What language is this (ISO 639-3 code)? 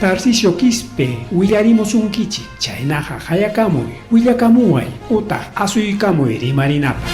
quy